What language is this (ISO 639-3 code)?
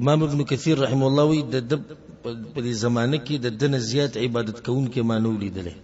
pus